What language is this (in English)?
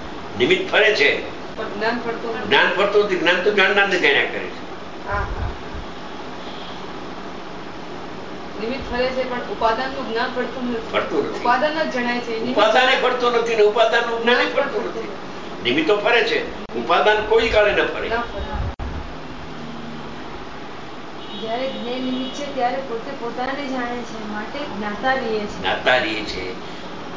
Gujarati